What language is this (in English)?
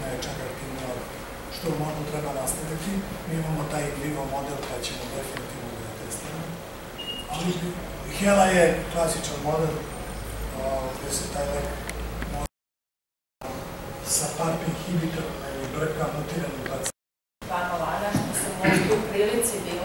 Serbian